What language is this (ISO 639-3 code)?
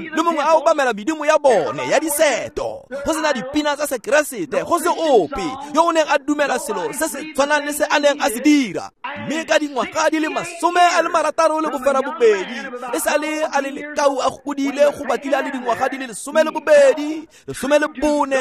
tsn